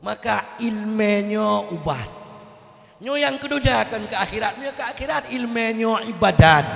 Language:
Achinese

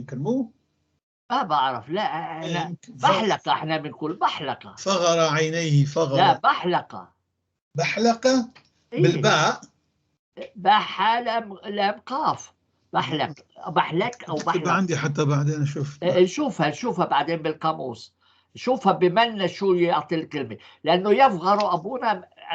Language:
North Levantine Arabic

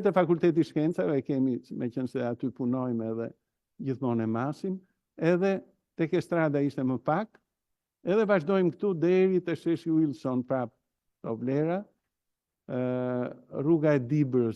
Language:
Albanian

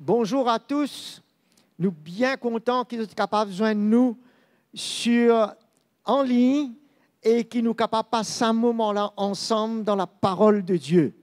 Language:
Morisyen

